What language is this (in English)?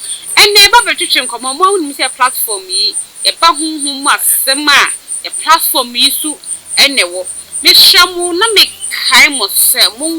Akan